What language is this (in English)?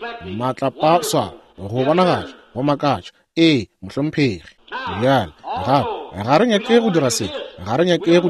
Northern Sotho